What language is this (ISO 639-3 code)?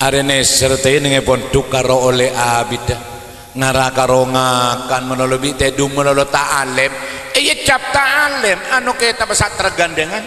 mad